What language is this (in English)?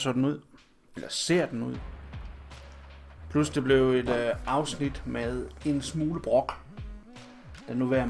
Danish